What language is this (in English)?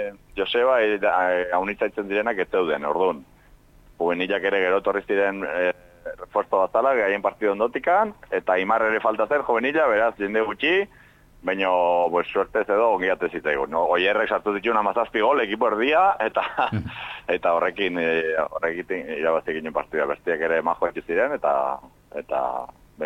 Basque